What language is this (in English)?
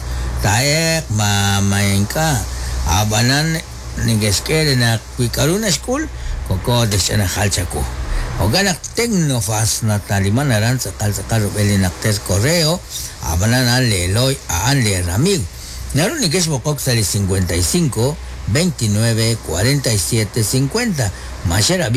Kekchí